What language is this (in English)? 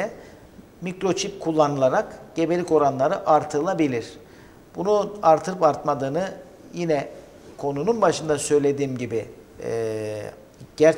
Turkish